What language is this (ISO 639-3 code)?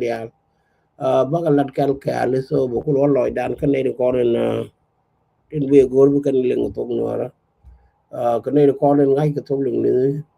nus